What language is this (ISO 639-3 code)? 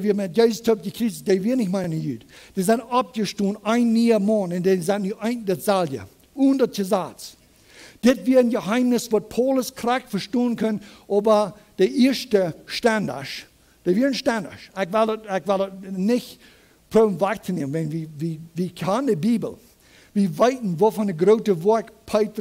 pdt